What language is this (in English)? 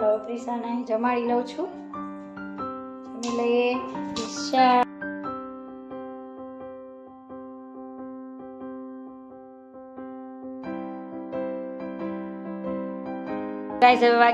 Gujarati